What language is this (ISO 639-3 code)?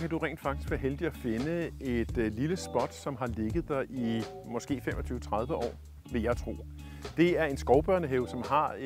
dan